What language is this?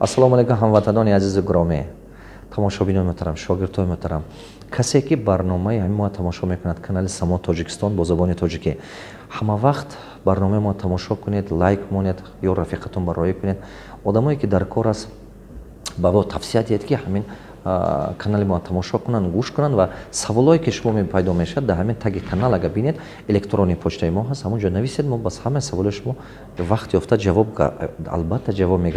Tajik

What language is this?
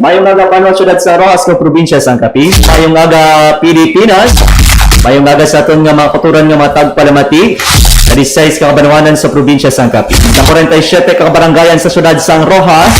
Hiligaynon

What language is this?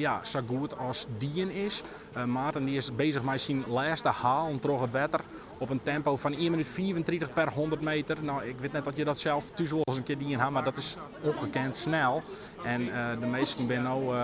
Western Frisian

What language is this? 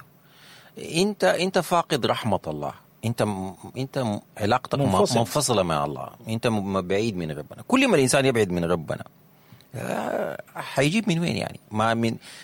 Sudanese Arabic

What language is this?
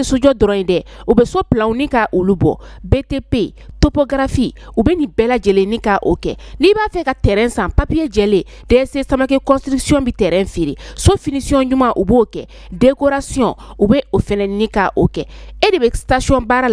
Bambara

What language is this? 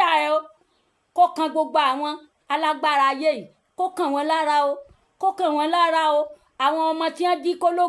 Yoruba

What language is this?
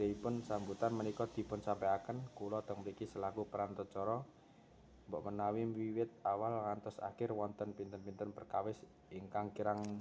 Javanese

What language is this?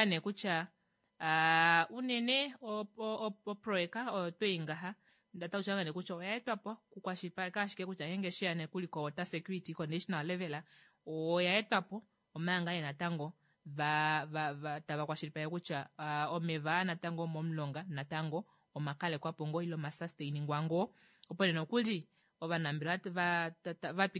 Kuanyama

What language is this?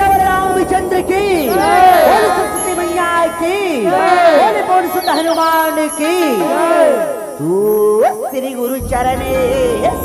Chhattisgarhi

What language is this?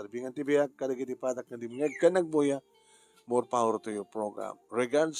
Iloko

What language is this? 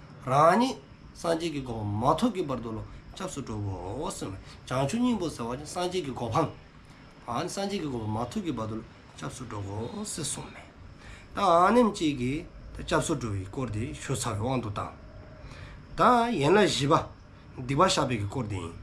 Dzongkha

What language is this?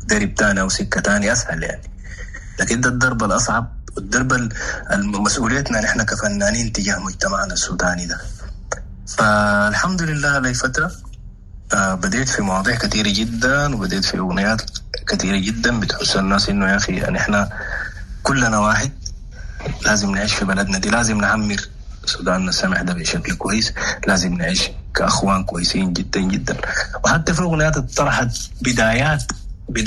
Sudanese Arabic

